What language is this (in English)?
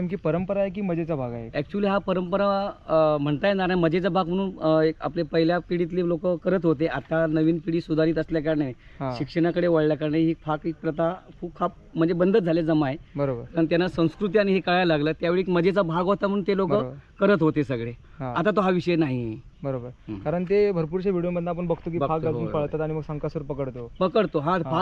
Marathi